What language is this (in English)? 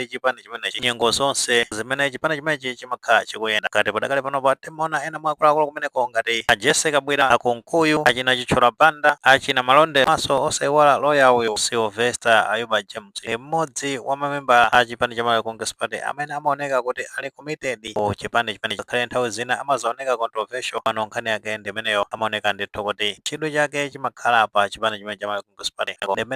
Nyanja